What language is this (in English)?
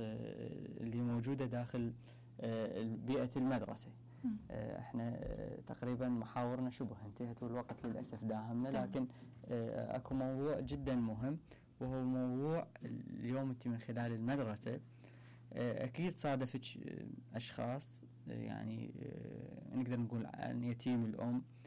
Mesopotamian Arabic